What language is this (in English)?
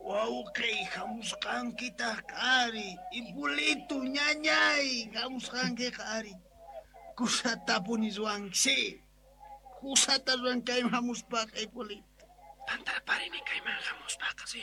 South Bolivian Quechua